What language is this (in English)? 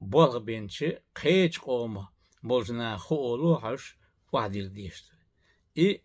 Chechen